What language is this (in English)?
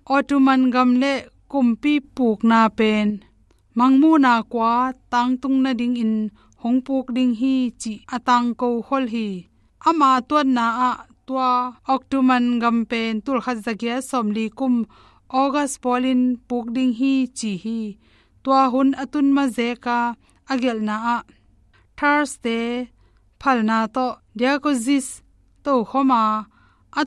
Tedim Chin